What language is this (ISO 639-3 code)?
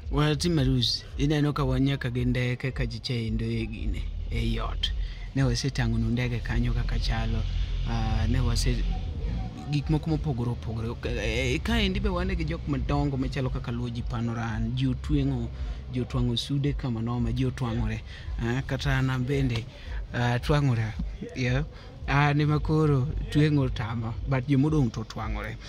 luo